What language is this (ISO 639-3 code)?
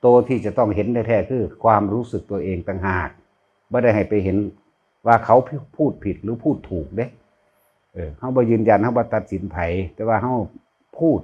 lao